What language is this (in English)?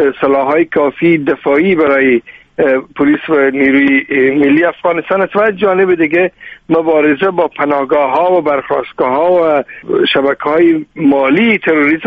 Persian